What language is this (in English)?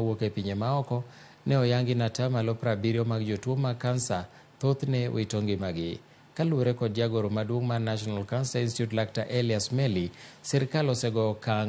Luo (Kenya and Tanzania)